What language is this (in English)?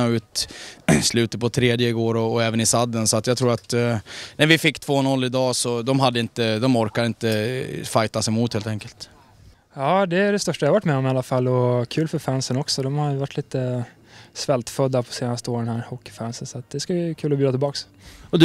Swedish